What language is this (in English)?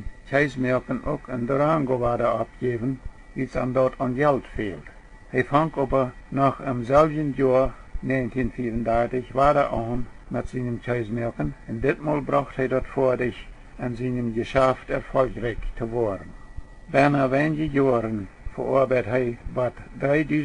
Plautdietsch